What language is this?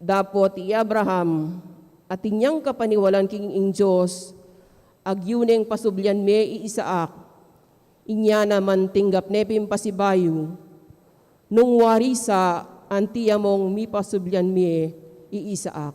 Pampanga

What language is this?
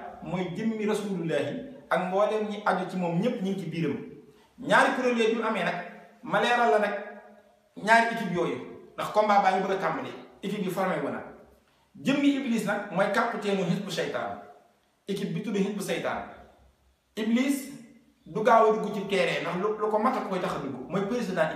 Wolof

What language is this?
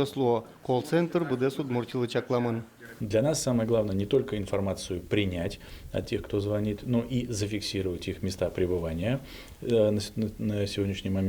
Udmurt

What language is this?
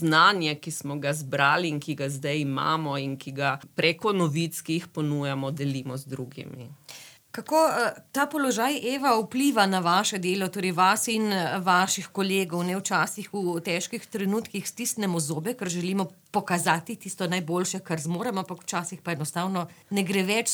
Slovenian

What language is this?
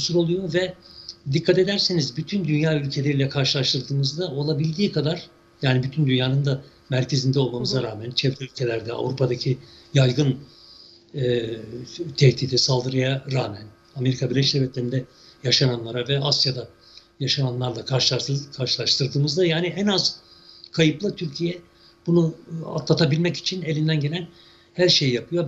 Turkish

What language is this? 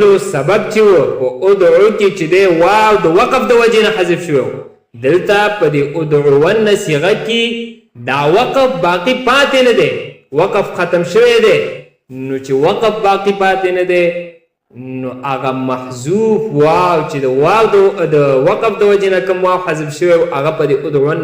Pashto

